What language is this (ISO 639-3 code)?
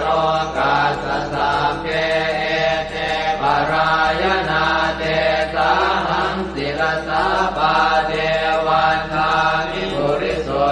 pli